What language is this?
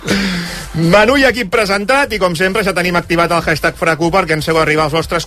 Catalan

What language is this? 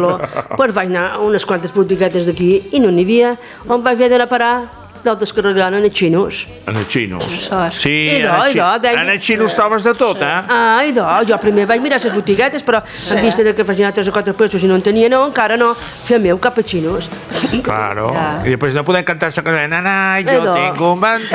Catalan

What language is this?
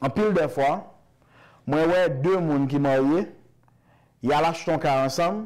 Haitian Creole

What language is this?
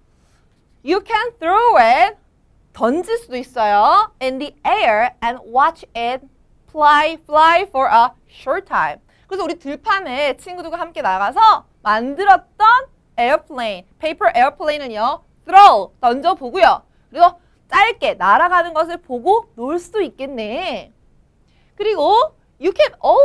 Korean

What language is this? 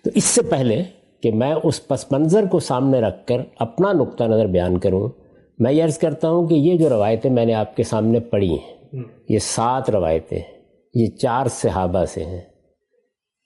Urdu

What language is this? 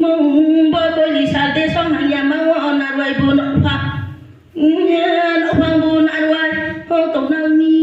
Riang (India)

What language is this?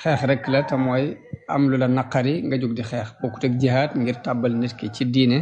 Wolof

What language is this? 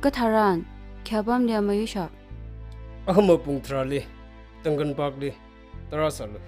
Tangkhul Naga (India)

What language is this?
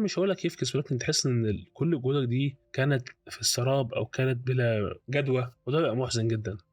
Egyptian Arabic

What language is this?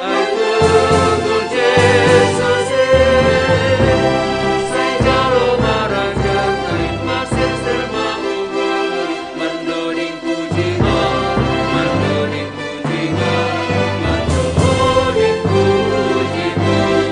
Batak Simalungun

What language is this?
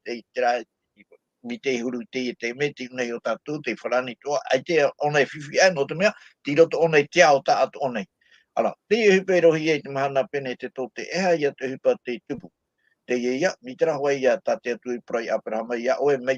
Tahitian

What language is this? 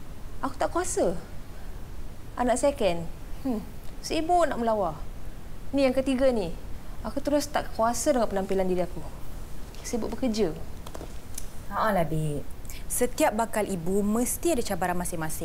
Malay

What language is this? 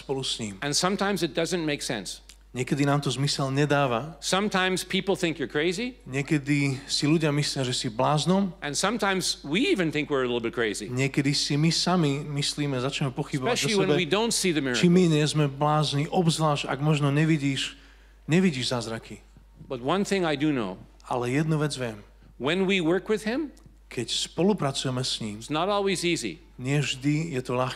Slovak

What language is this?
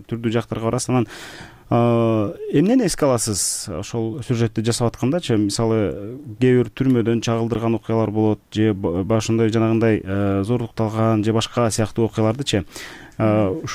Kyrgyz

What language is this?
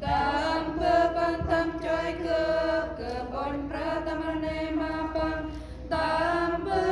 Central Mnong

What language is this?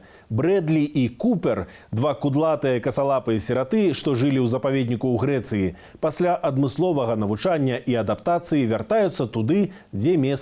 Belarusian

